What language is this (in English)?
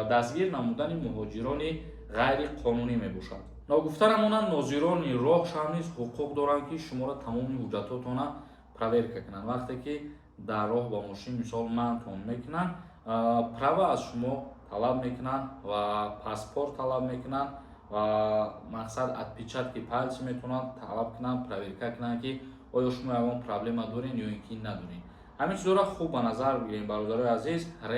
Tajik